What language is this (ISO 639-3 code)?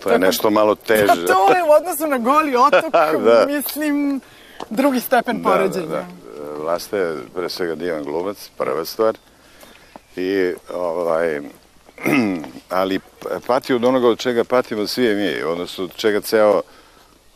srp